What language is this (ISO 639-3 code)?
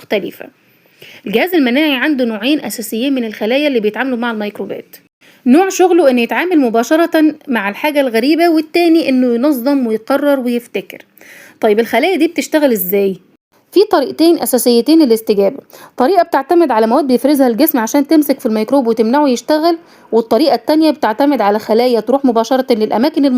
arz